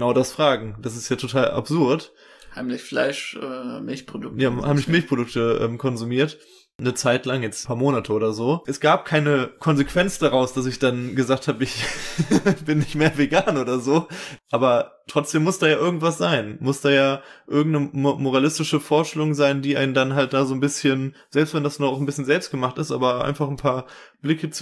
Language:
German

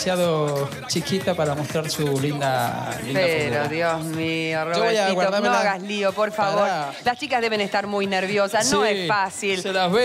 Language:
Spanish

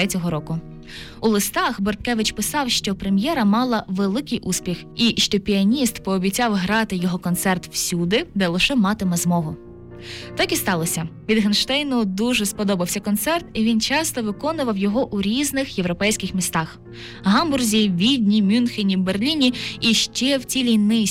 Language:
Ukrainian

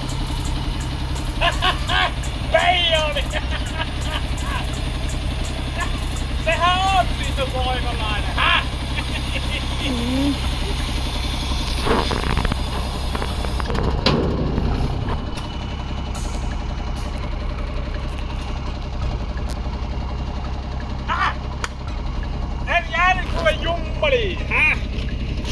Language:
Finnish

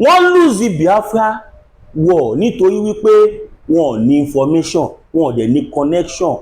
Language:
Yoruba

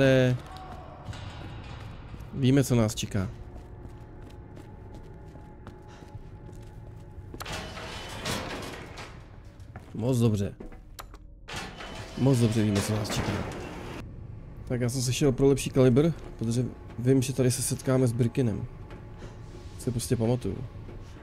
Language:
Czech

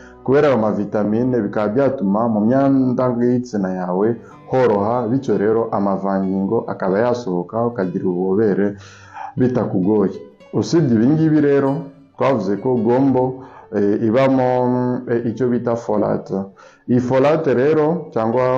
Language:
Kinyarwanda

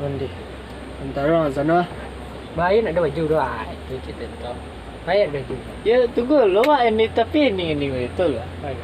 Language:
Minangkabau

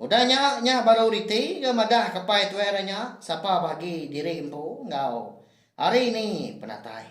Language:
Iban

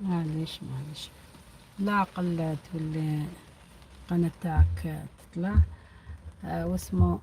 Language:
Algerian Arabic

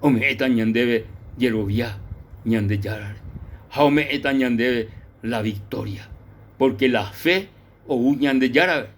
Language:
Guarani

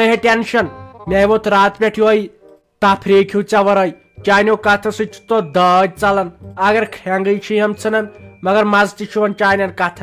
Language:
Kashmiri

